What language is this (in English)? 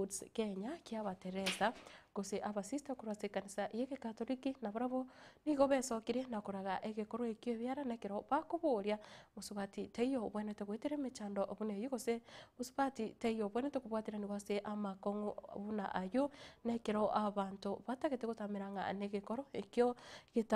Gusii